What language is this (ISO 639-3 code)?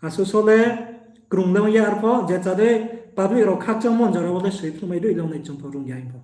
ria